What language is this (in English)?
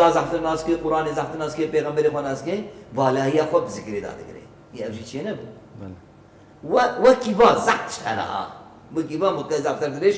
Kurdish